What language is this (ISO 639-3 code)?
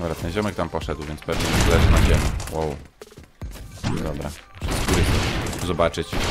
pol